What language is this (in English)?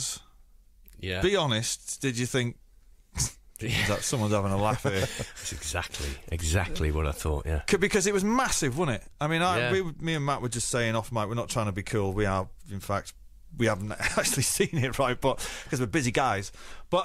English